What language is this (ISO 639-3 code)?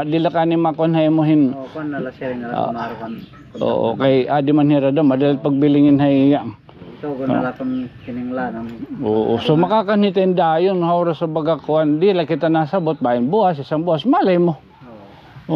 war